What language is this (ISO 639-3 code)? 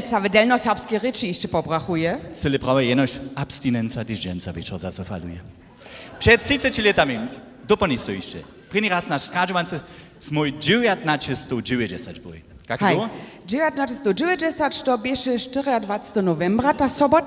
hsb